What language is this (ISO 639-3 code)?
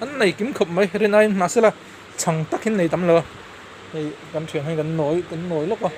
lus